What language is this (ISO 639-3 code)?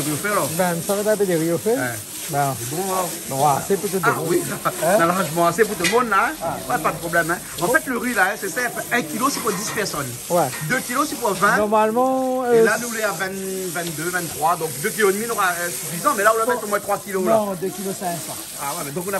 rcf